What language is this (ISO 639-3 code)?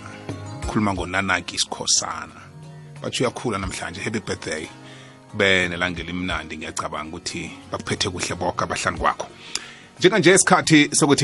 nbl